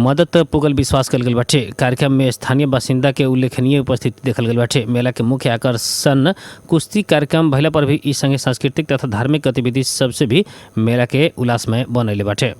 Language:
Bhojpuri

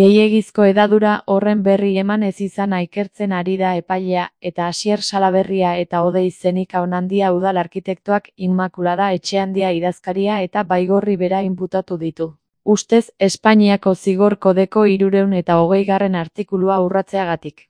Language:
Basque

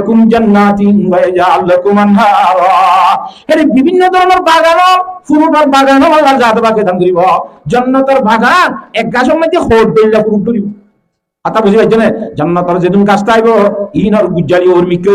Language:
Rohingya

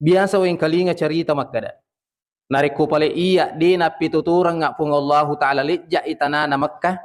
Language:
Buginese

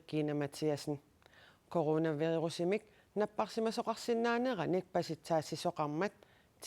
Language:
Kalaallisut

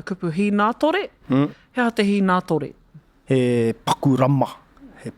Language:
Māori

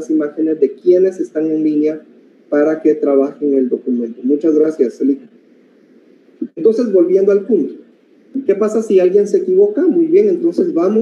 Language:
Spanish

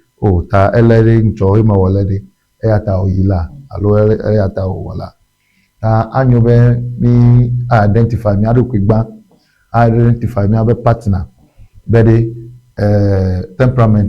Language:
Ewe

